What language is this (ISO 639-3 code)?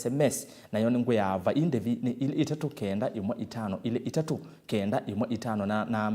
kam